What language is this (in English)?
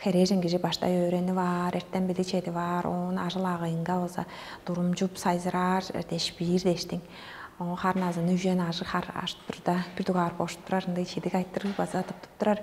Tuvinian